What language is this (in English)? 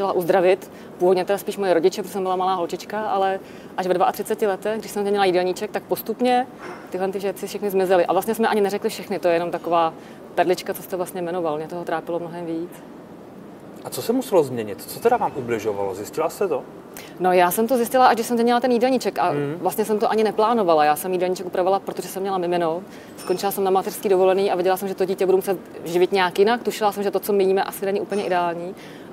Czech